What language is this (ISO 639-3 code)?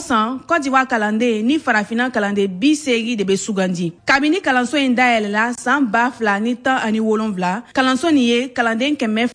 bam